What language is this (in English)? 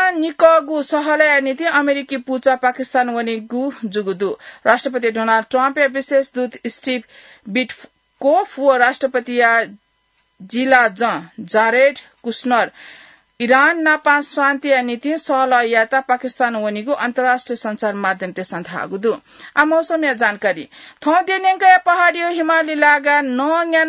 Newari